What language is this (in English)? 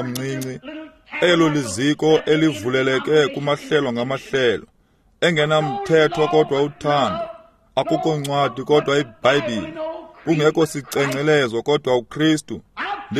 Xhosa